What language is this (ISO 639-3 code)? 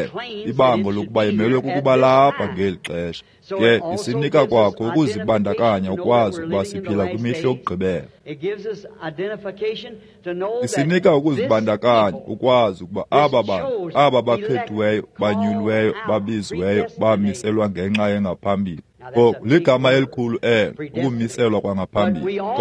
xho